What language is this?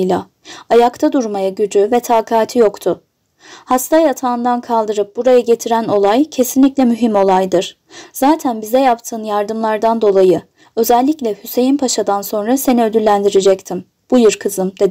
Turkish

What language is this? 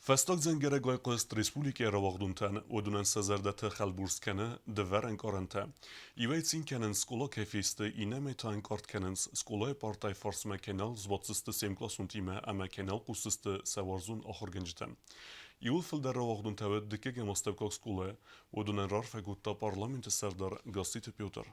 Ossetic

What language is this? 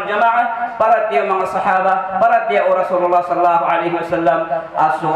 Maranao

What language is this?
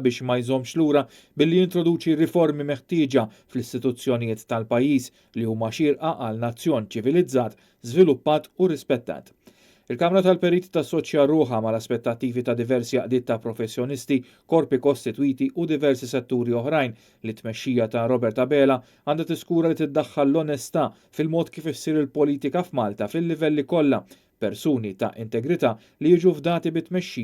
Maltese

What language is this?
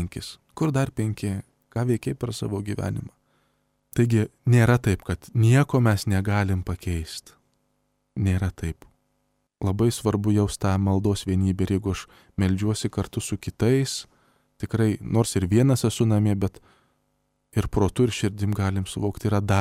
Lithuanian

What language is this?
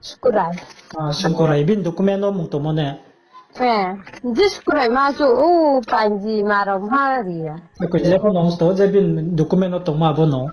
Riang (India)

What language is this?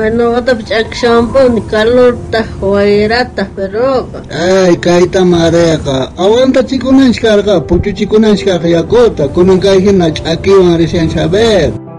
South Bolivian Quechua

